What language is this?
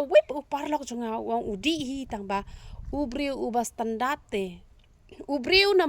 Khasi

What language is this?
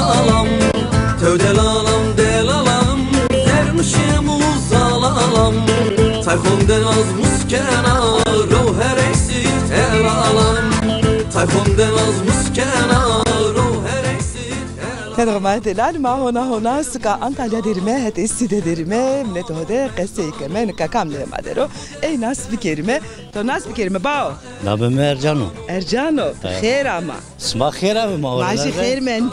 Zaza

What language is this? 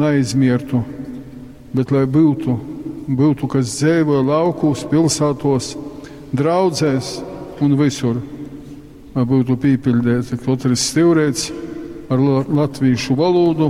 Latgalian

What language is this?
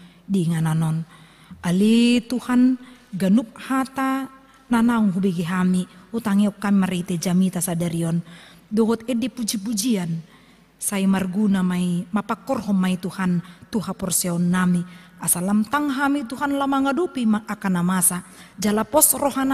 Batak Toba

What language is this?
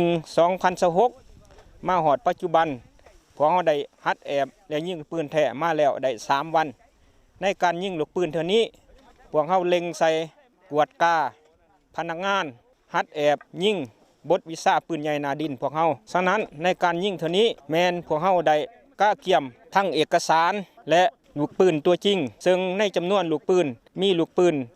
Lao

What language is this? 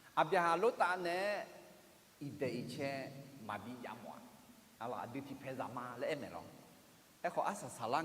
Akha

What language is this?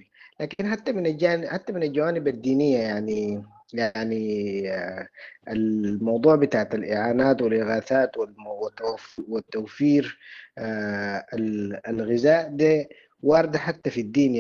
Sudanese Arabic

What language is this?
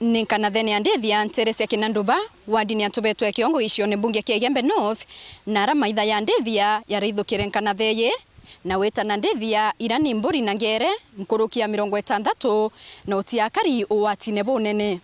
Meru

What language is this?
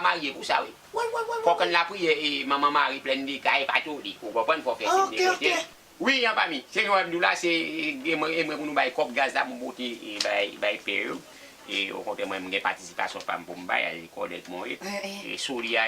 Haitian Creole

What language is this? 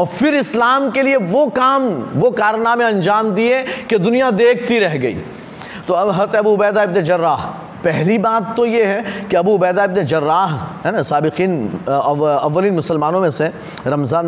Urdu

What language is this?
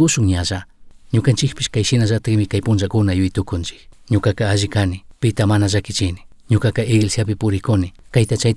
Chimborazo Highland Quichua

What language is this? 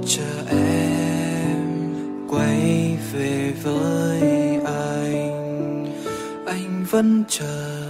Vietnamese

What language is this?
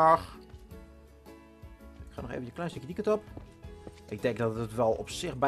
Dutch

